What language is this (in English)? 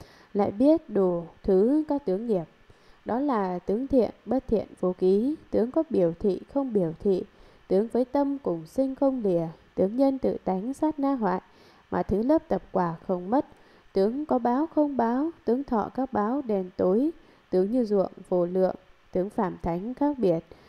Vietnamese